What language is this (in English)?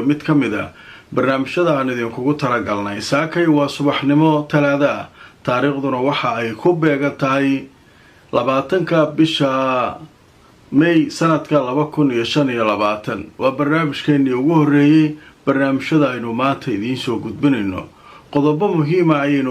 Somali